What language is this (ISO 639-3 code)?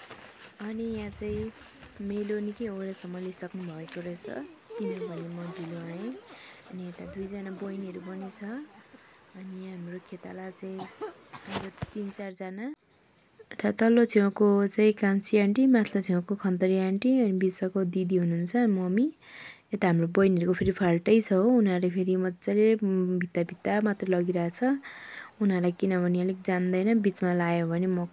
nep